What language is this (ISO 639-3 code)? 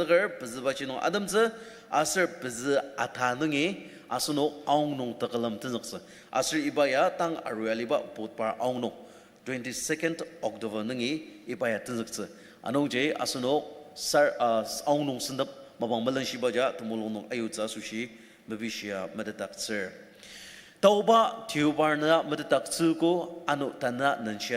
njo